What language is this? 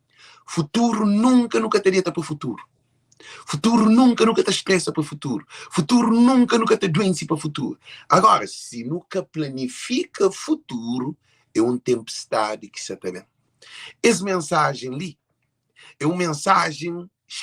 Kabuverdianu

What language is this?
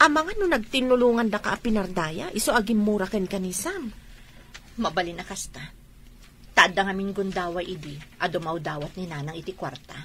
Iloko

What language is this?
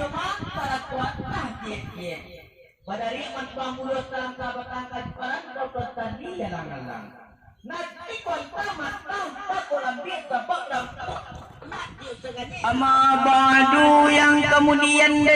Minangkabau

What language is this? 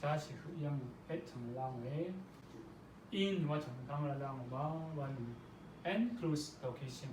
Rawang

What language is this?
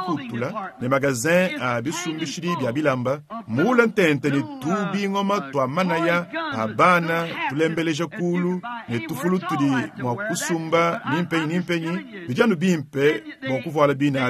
Luba-Lulua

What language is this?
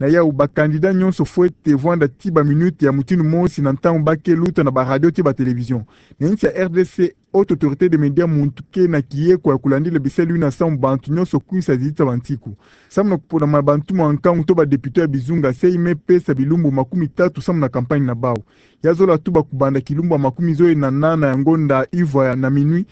Kituba (Democratic Republic of Congo)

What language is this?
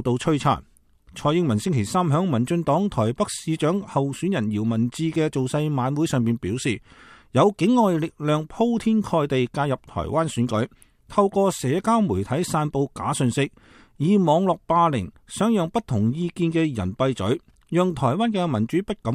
Cantonese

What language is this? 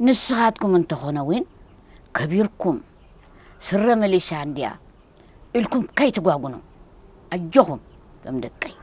Tigrinya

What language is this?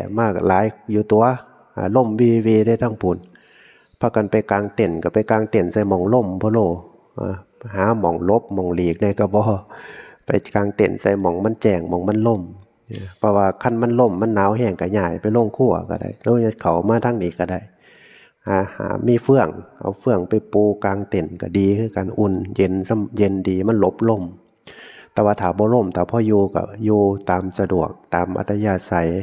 Northeastern Thai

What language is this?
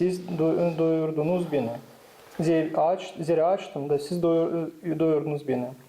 Gagauz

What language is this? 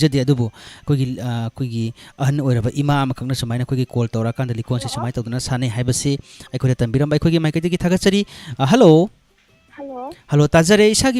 Manipuri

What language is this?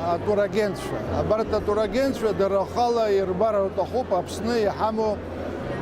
Abkhazian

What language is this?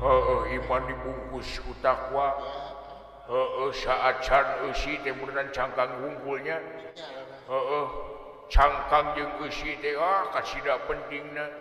Sundanese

